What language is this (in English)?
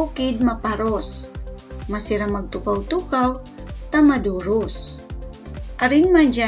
Bikol